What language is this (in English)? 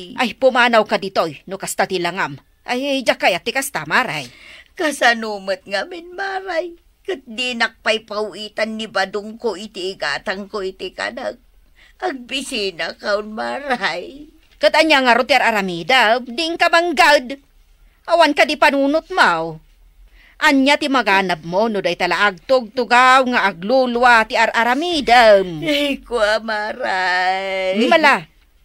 Iloko